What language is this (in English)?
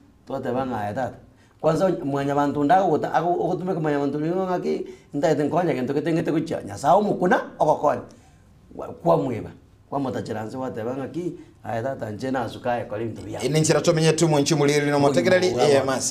Gusii